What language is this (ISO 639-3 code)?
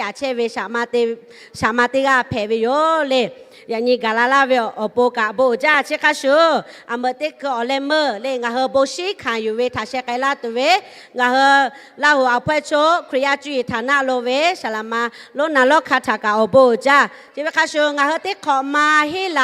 lhu